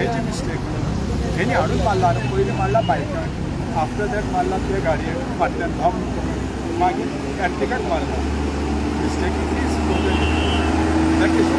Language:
Konkani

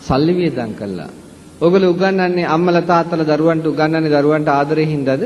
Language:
Sinhala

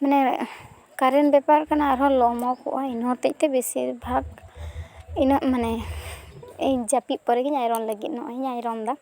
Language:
Santali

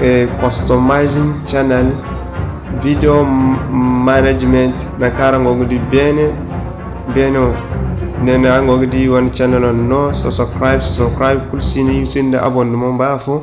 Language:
Zarma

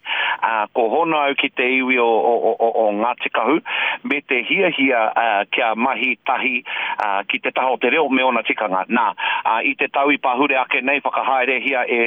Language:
Māori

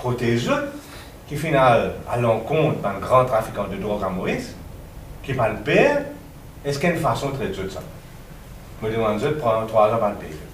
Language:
Morisyen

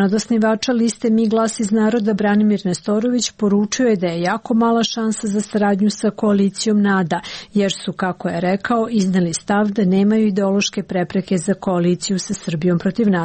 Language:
Serbian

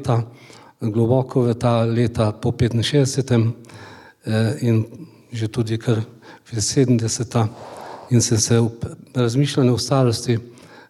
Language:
Slovenian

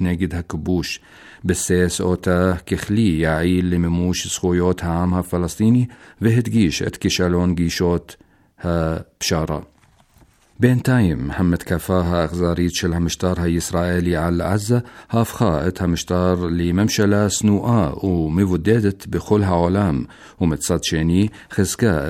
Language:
Hebrew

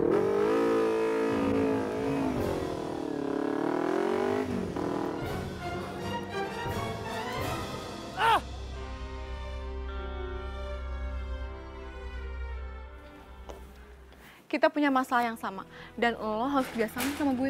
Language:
Indonesian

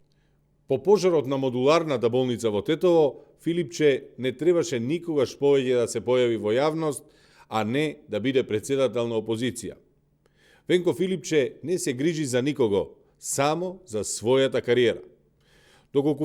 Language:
Macedonian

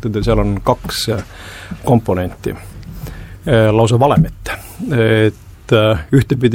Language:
Estonian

